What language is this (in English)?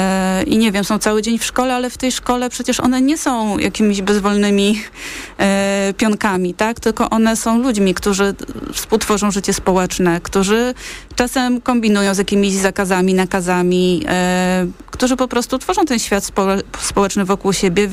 Polish